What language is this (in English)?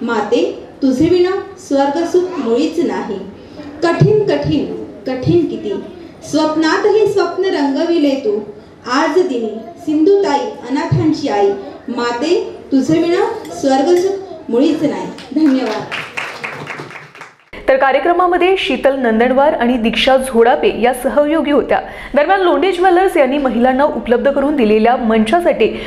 Marathi